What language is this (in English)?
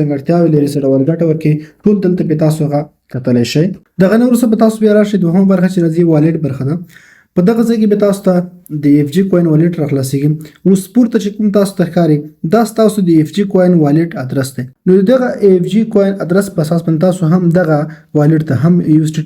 Pashto